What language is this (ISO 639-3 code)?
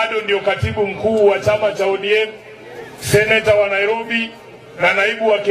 swa